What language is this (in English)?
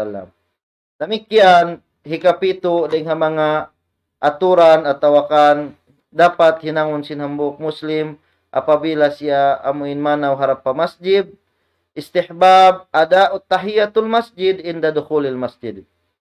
Tausug